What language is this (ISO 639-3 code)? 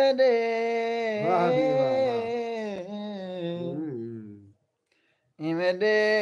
skr